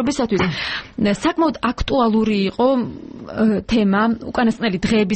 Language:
Georgian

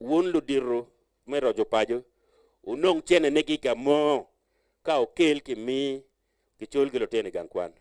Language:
Acoli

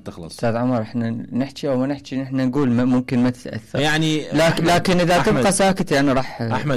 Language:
Mesopotamian Arabic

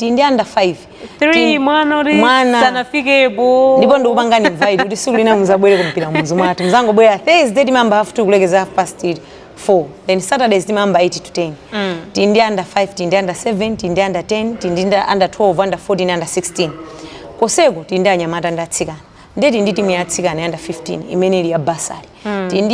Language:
Nyanja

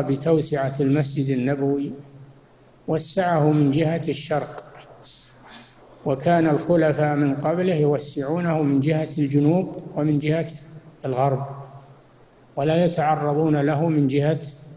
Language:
Arabic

